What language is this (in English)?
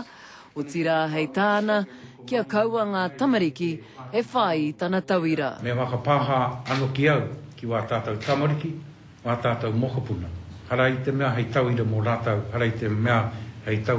Māori